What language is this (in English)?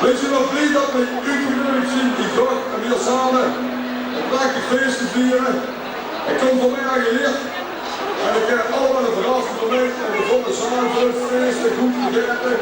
Limburgish